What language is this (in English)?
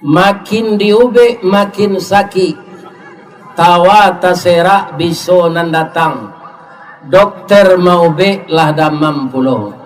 Minangkabau